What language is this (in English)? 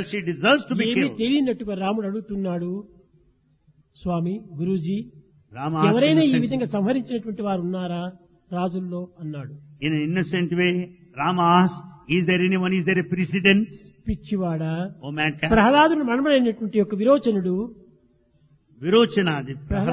Telugu